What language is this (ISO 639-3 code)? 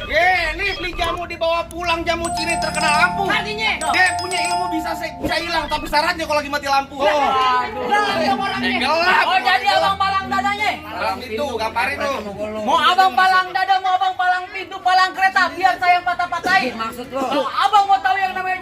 bew